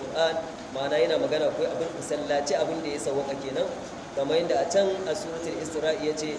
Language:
Hausa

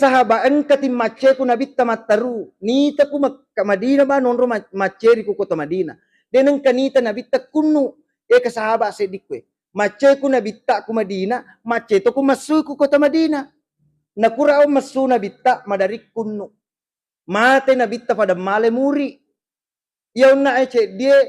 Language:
Buginese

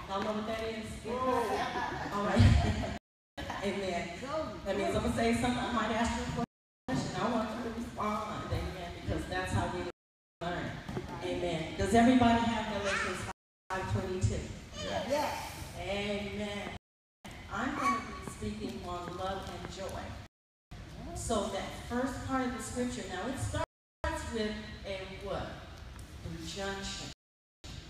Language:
English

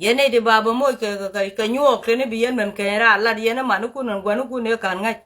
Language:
Nuer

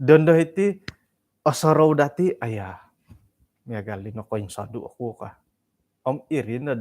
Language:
Central Dusun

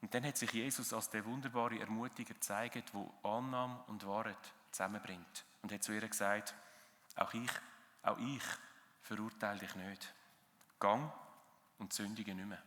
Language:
Swiss German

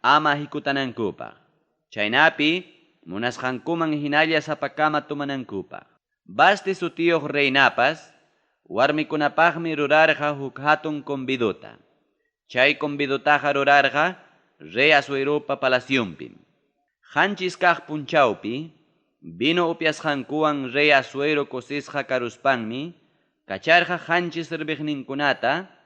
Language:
Ayacucho Quechua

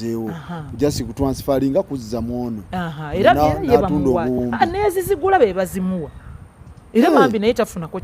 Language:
Ganda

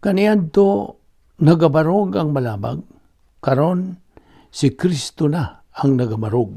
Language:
Cebuano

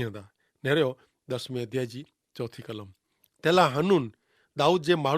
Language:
Kachhi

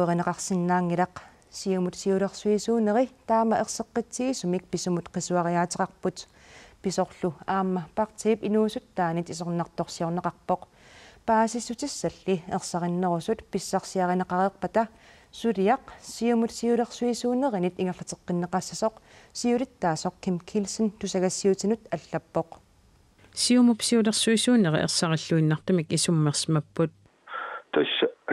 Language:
Kalaallisut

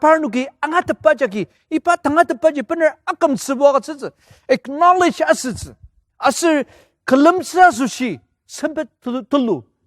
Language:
Ao Naga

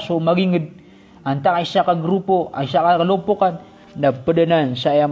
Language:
Maranao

